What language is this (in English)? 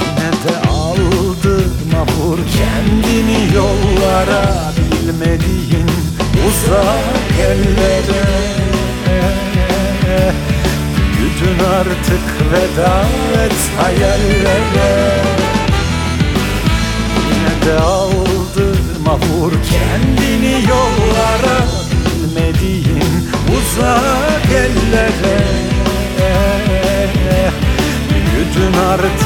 Turkish